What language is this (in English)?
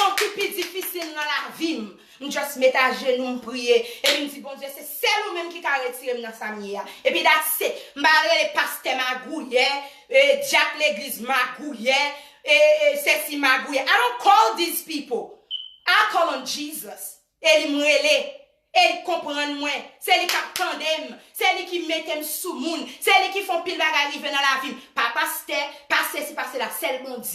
Haitian Creole